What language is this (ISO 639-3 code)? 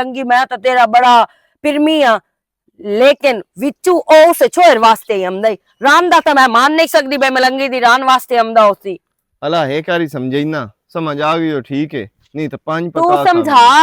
lah